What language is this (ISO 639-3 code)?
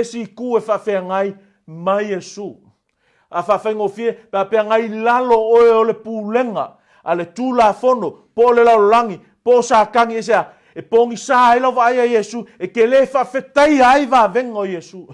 smo